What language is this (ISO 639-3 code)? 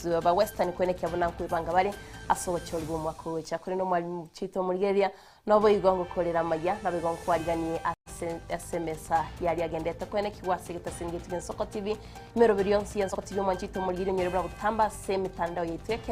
guz